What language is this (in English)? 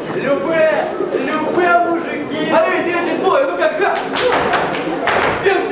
Russian